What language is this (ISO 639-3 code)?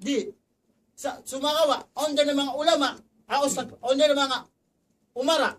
tsg